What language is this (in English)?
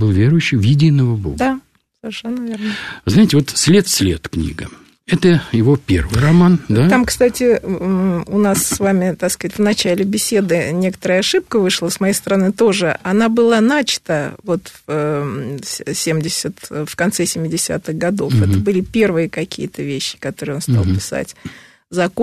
Russian